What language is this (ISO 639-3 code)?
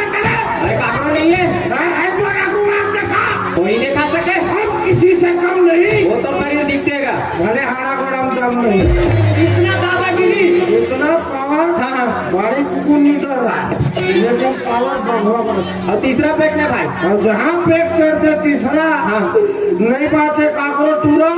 hne